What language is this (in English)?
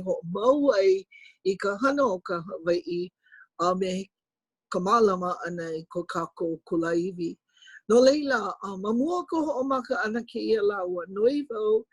Hawaiian